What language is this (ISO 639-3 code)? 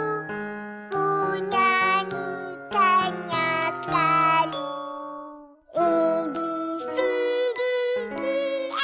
msa